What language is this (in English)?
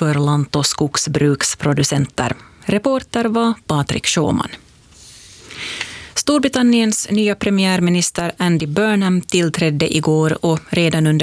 Swedish